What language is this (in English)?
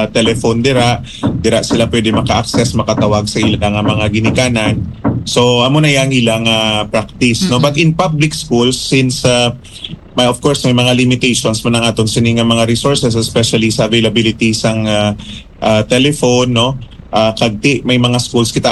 Hiligaynon